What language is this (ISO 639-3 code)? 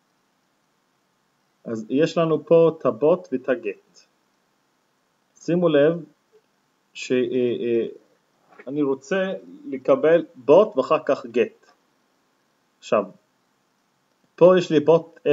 heb